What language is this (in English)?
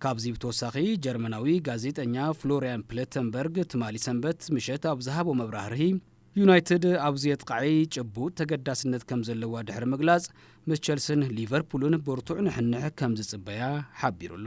Tigrinya